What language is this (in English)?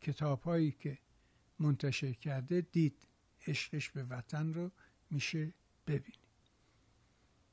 Persian